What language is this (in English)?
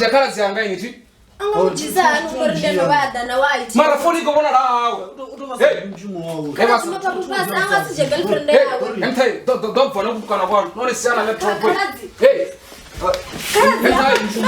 Venda